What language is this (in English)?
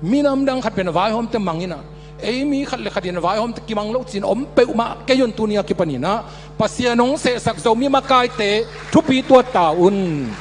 Tedim Chin